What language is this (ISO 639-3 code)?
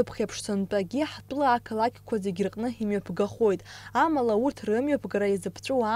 abk